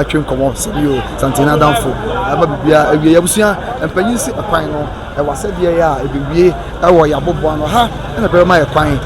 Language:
Akan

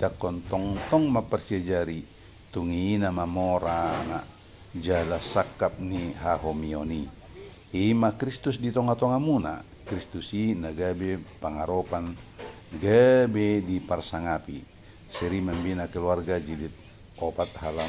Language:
Batak Toba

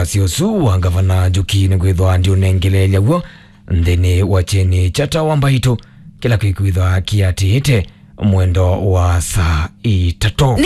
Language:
Kamba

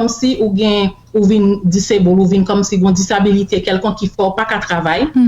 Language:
Haitian Creole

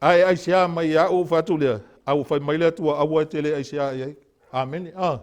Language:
Samoan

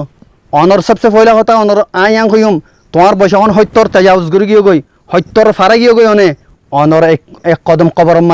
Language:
Rohingya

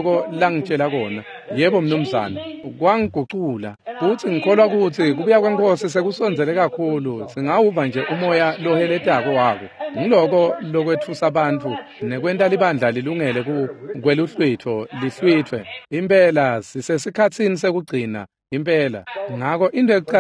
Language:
Swati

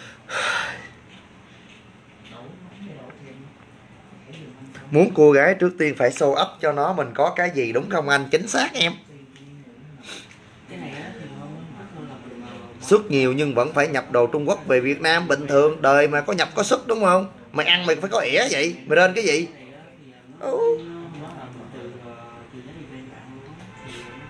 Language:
Vietnamese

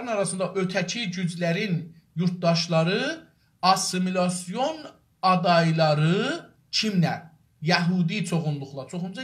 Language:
South Azerbaijani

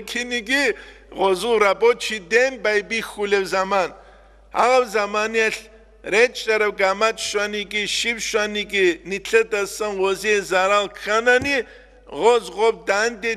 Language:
Avaric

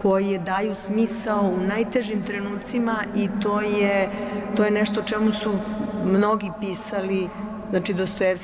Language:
Serbian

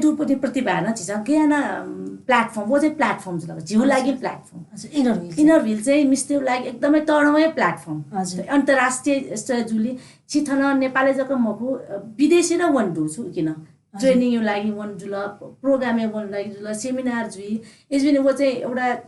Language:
Newari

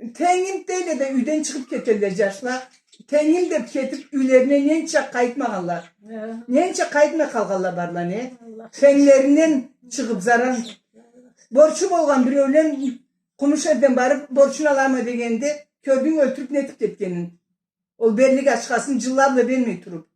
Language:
Karachay-Balkar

